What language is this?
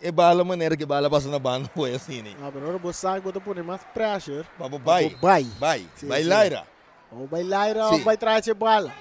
Papiamento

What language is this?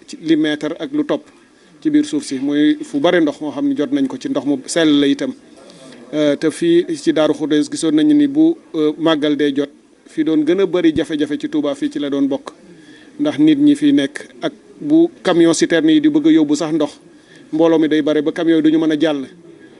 Wolof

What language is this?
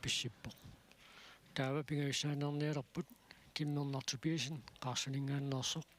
Kalaallisut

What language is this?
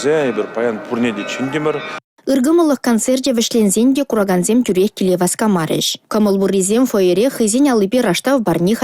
Chuvash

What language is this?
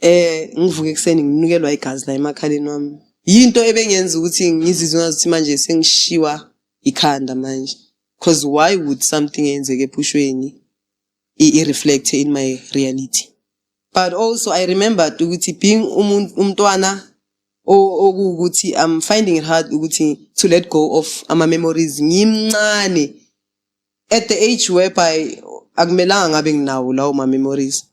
Zulu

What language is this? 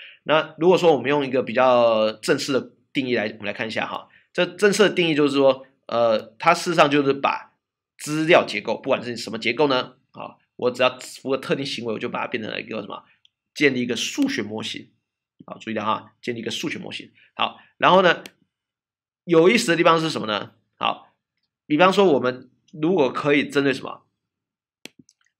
Chinese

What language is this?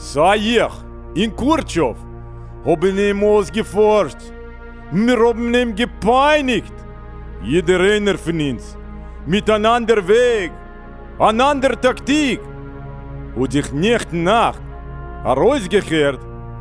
Yiddish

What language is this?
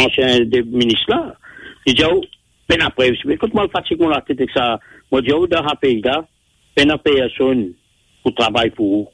Morisyen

